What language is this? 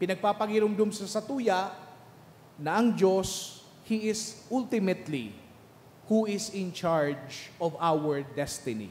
Bikol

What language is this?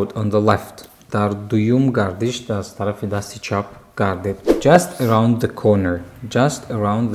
Tajik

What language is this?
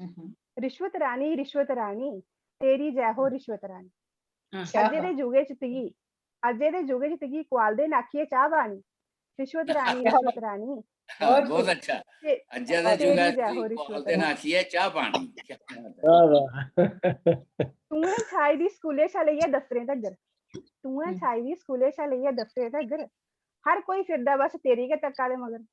Dogri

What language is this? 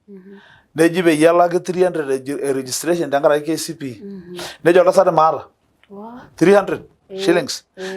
Masai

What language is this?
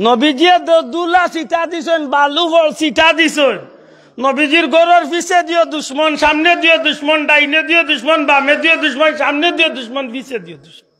Sylheti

